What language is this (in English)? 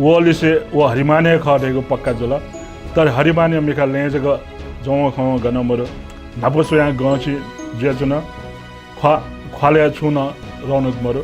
Newari